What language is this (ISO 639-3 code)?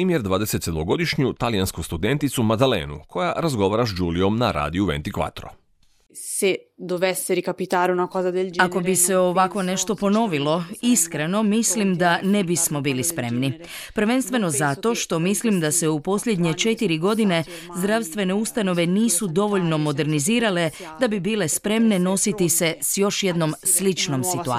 hrv